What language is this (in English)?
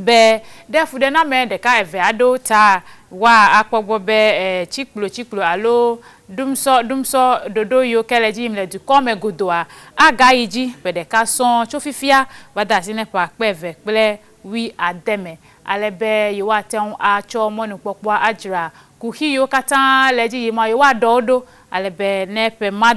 Ewe